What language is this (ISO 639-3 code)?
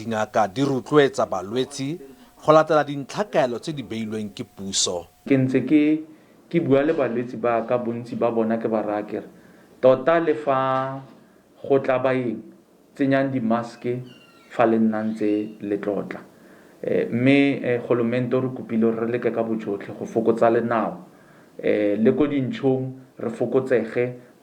tsn